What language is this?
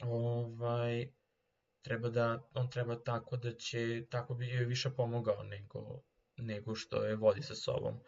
Serbian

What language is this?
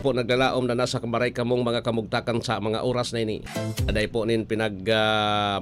Bikol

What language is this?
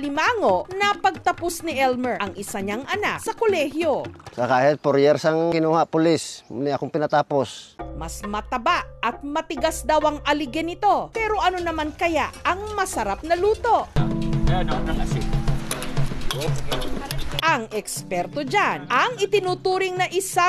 Filipino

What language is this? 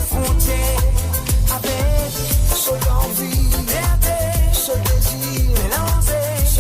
Morisyen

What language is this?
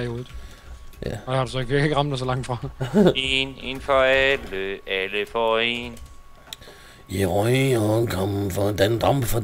Danish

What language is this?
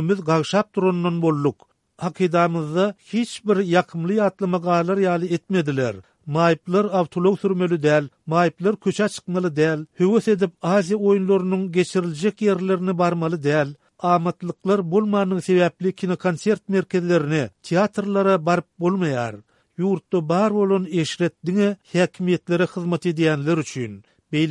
Turkmen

